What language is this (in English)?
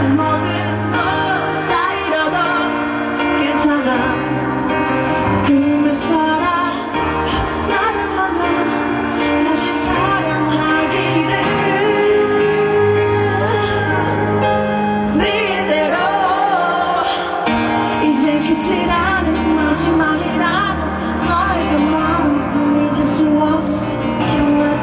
Korean